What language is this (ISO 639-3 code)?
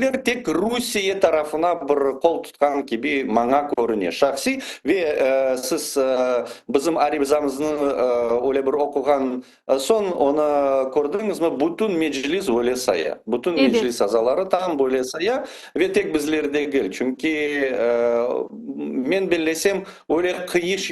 crh